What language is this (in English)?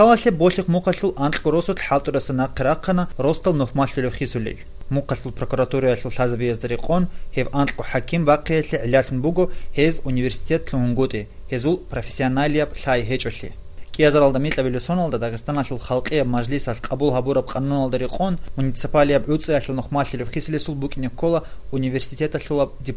Avaric